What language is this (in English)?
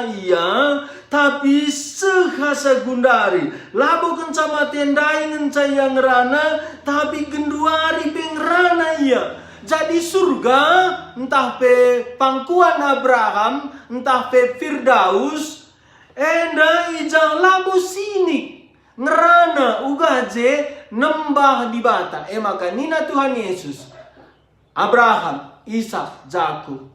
Batak Karo